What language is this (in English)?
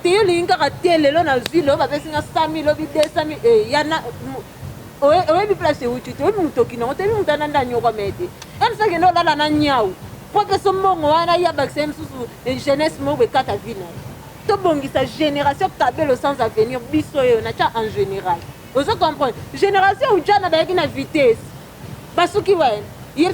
Lingala